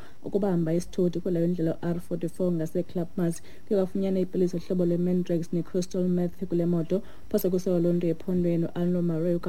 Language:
Xhosa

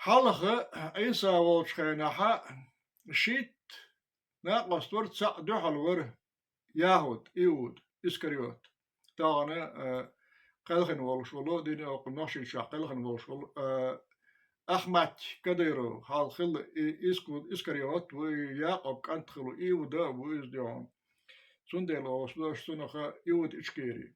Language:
Chechen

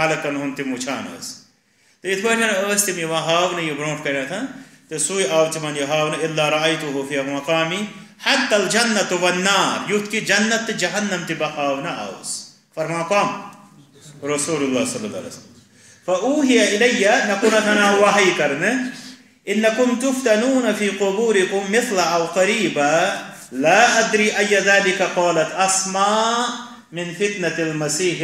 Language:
Kashmiri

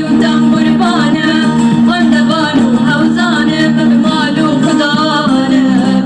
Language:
Kurdish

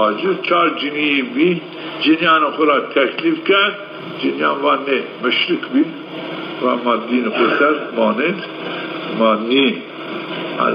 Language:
Zaza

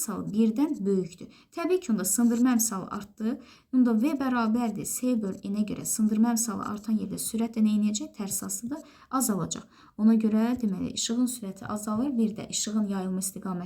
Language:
Azerbaijani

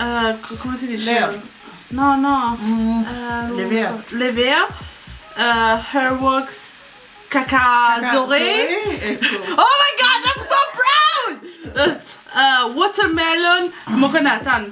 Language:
Morisyen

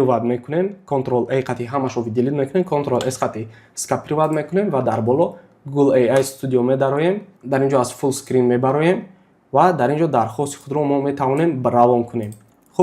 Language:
Tajik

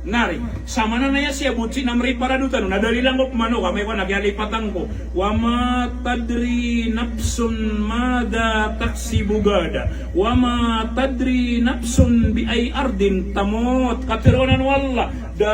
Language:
Maranao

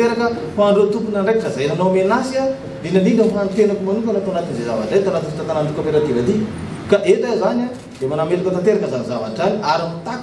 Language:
Malagasy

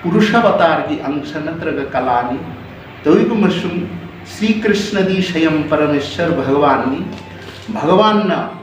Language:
Manipuri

